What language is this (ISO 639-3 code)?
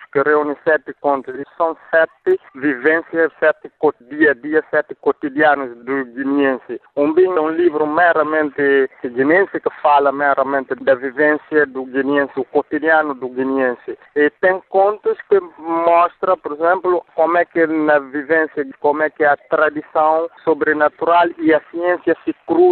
por